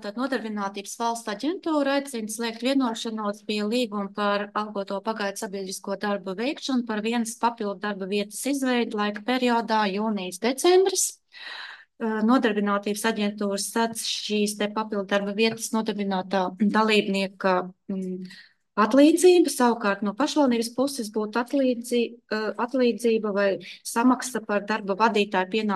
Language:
Latvian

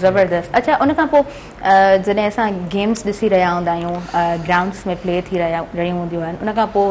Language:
Sindhi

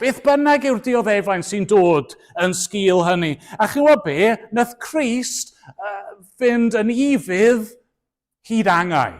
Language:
Welsh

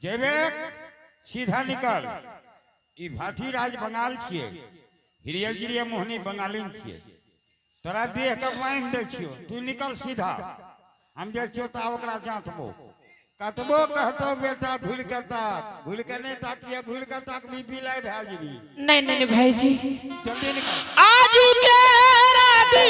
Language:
Angika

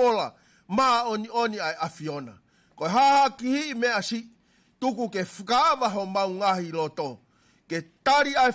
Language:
Tongan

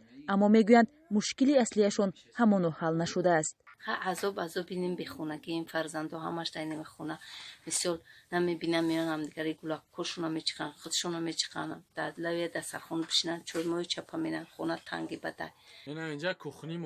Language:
Tajik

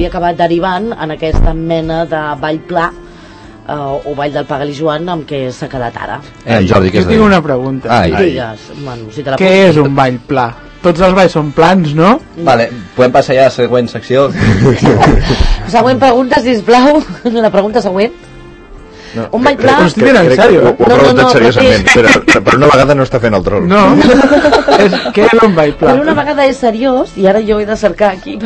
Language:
Catalan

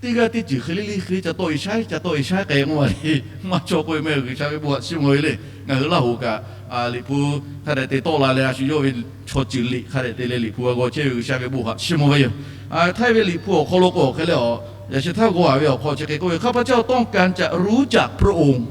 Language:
Lahu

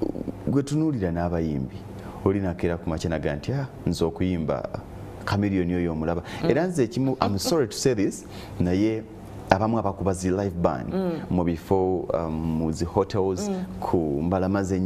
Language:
Ganda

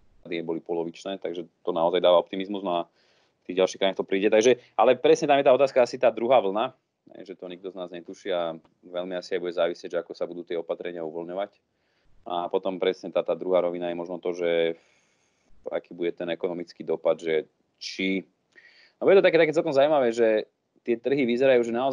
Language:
Slovak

